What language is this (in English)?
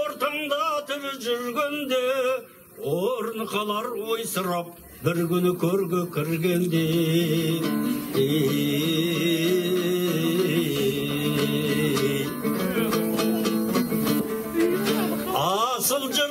Kazakh